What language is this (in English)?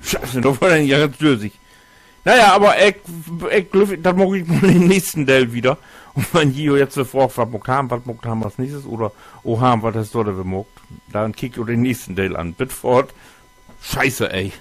Low German